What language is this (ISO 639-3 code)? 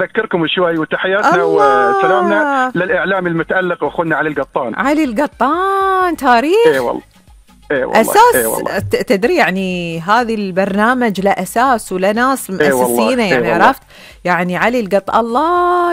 afb